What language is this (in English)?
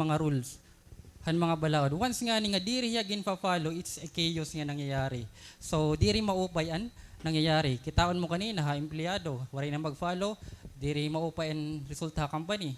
Waray